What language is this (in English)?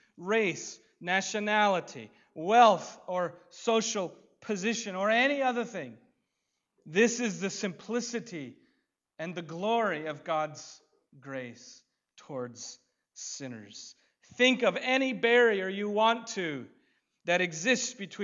English